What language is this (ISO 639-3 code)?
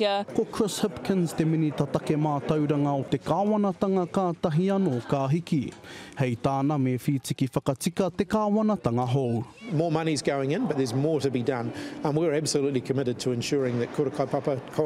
mri